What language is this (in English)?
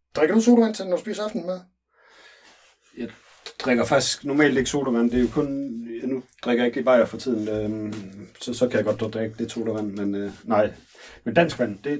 Danish